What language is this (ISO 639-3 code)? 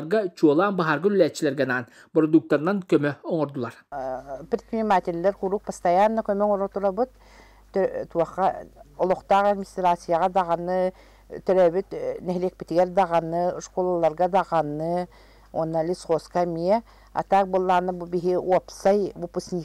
sah